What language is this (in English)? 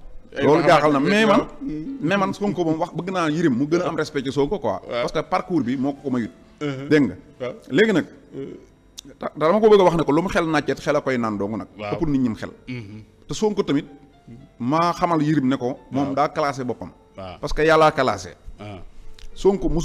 Wolof